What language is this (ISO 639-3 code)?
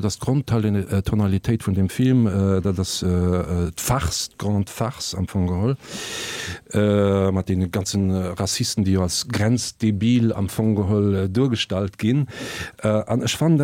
ltz